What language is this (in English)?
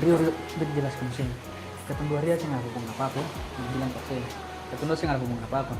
Ambonese Malay